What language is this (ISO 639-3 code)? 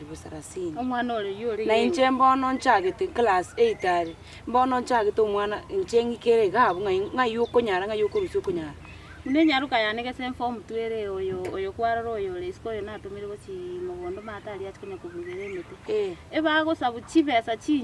guz